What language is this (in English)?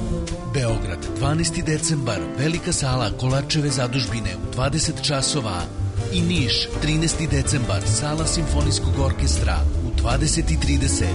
Serbian